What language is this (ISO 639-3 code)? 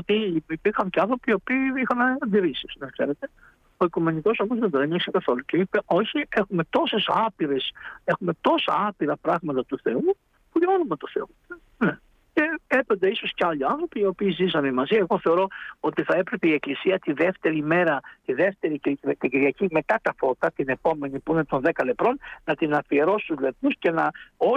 ell